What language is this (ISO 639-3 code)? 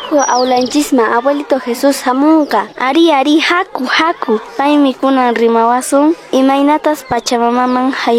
que